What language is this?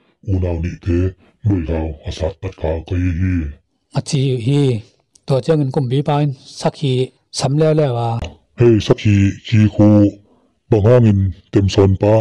Tedim Chin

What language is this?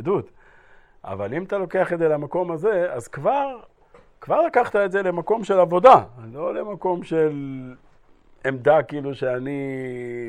Hebrew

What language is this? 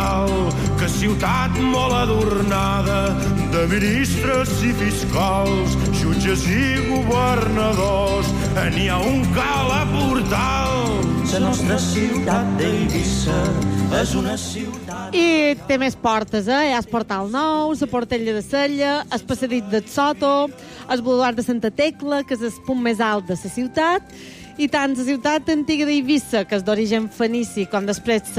Catalan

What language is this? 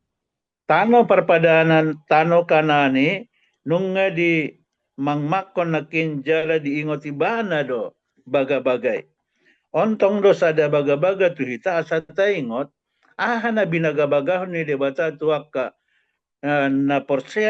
Batak Toba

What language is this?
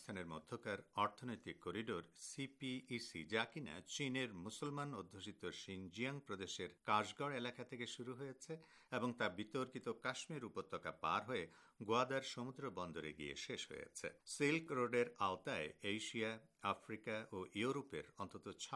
Bangla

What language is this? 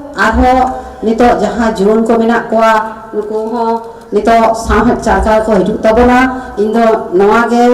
Santali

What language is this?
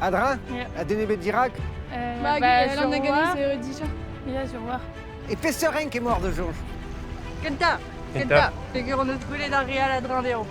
Breton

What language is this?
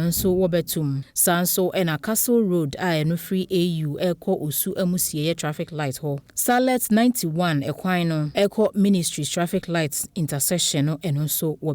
Akan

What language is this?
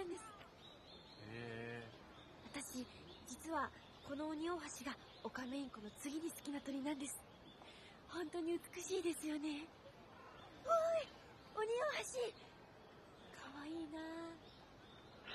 Japanese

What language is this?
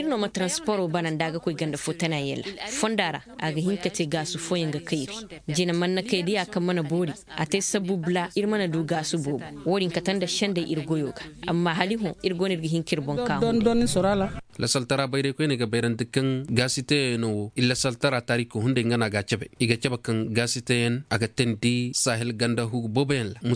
Koyraboro Senni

